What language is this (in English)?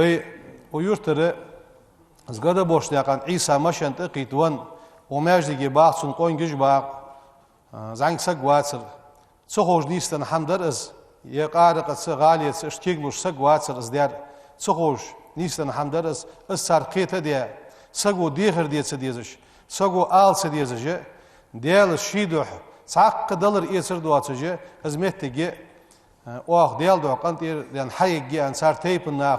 Ingush